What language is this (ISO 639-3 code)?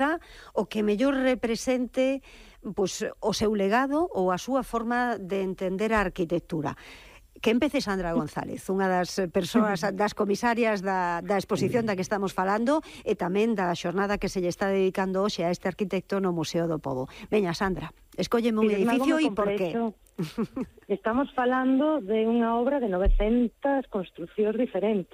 glg